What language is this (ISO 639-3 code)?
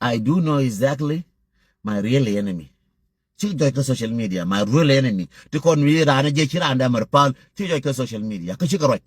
nus